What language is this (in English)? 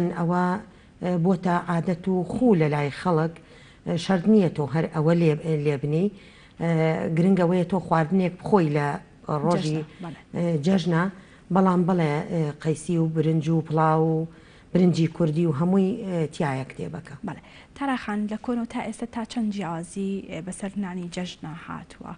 Central Kurdish